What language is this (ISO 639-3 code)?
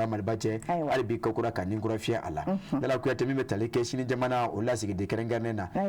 bam